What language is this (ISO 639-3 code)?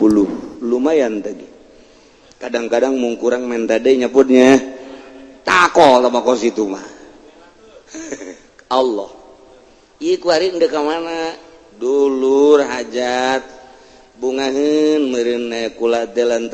sun